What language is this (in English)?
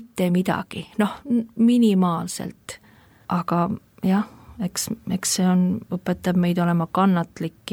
Estonian